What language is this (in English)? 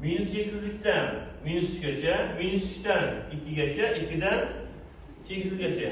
Uzbek